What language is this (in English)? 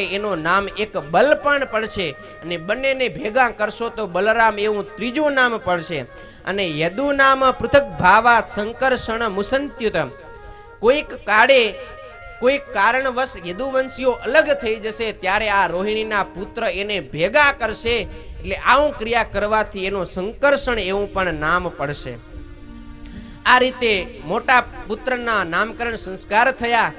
Gujarati